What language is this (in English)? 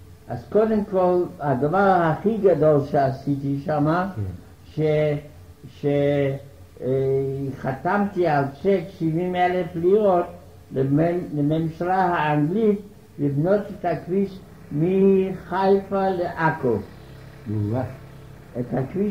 Hebrew